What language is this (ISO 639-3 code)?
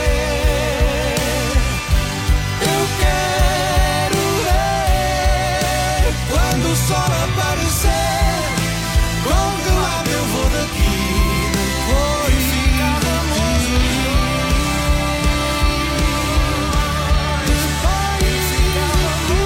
por